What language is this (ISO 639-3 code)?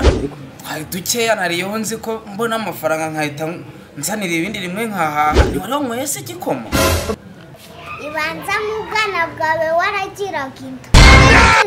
kin